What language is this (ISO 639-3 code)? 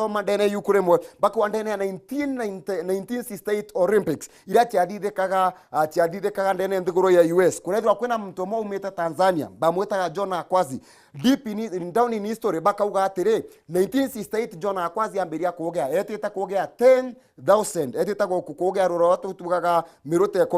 mer